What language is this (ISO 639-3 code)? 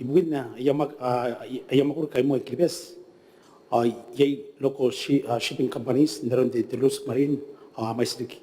gil